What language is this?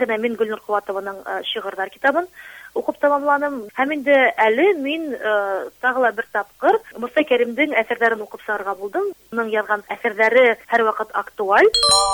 Bashkir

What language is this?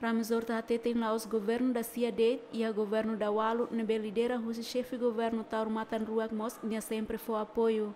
Tetum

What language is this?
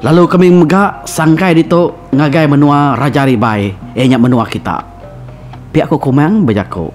Iban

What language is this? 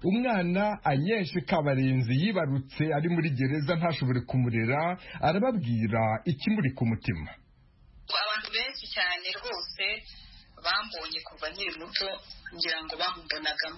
Kinyarwanda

